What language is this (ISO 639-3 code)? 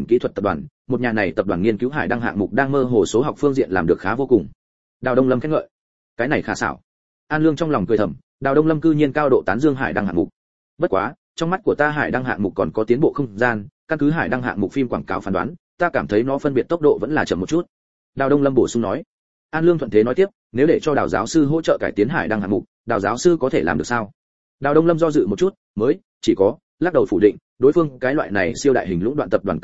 vie